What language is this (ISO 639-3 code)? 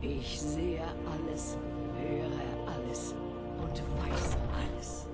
gsw